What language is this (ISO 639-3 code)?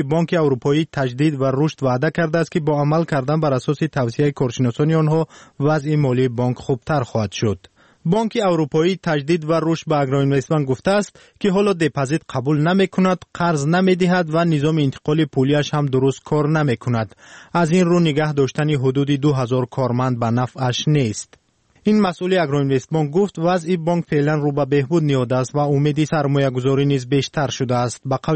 fas